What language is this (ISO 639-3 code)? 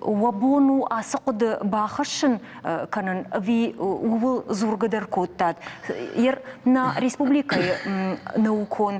oss